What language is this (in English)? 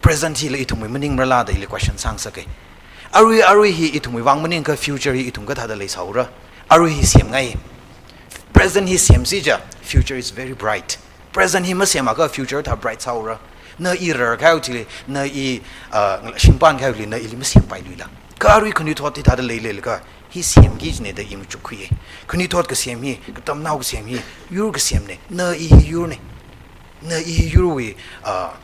Tangkhul Naga (India)